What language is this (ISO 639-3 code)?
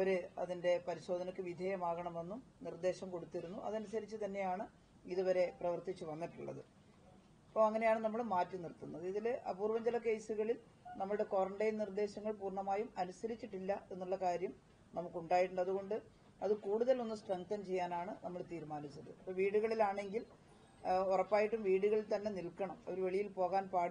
mal